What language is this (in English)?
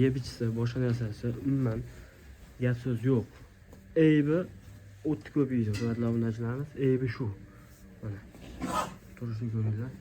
Uzbek